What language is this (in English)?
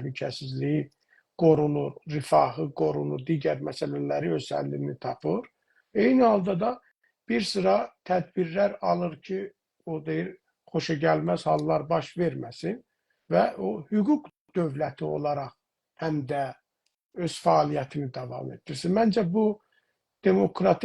South Azerbaijani